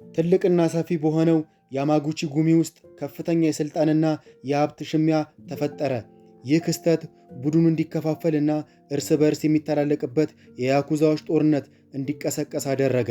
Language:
Amharic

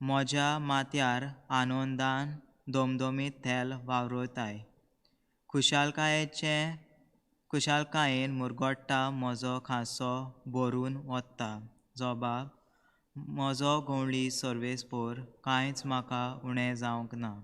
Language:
Konkani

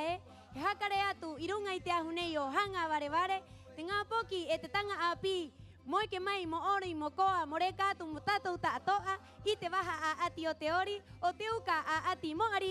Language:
Rapanui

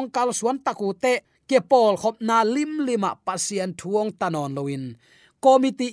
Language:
Tedim Chin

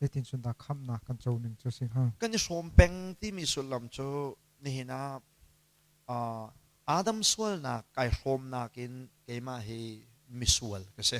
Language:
Hakha Chin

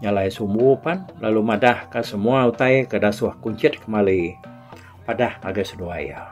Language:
Iban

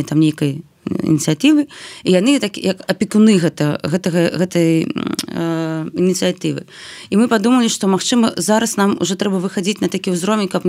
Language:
Belarusian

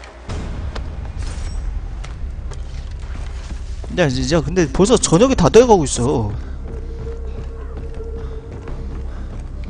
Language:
Korean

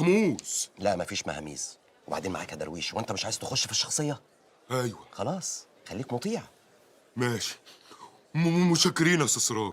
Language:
Egyptian Arabic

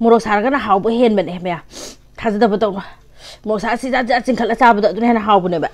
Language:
Manipuri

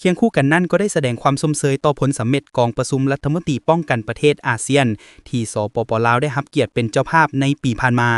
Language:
Lao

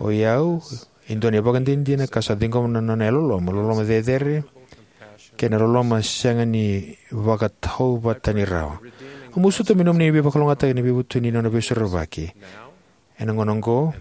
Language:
Fijian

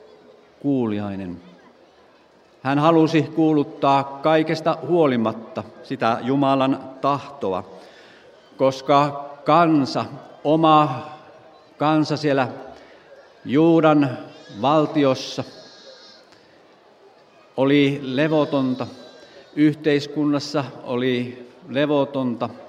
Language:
Finnish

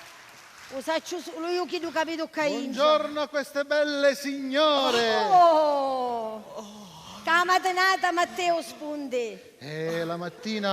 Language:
Sicilian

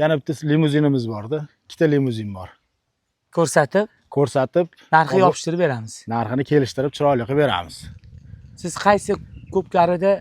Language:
Uzbek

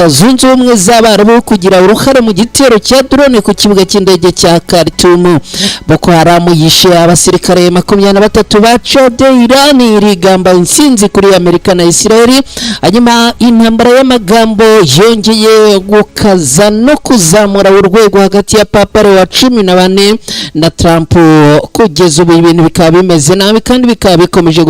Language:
Kinyarwanda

